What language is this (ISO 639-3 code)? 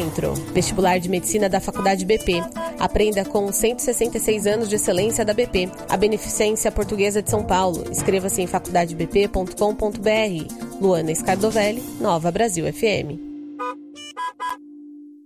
por